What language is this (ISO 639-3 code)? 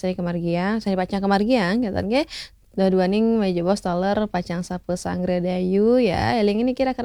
ban